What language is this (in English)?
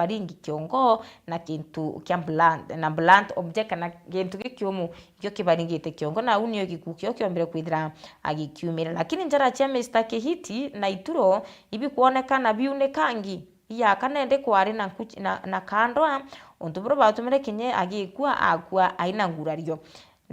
Meru